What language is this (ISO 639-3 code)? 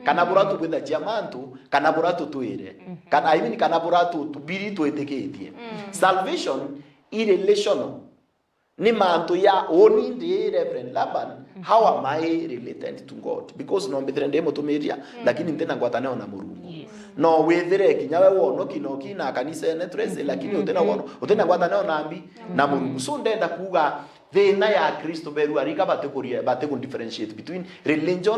mer